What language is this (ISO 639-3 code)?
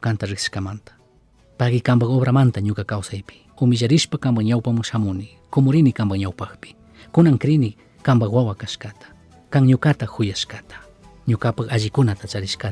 qug